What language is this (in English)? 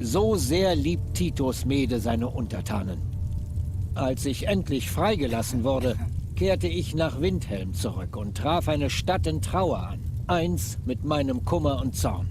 Swiss German